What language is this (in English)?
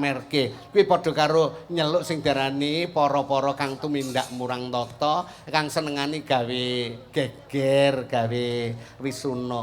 Javanese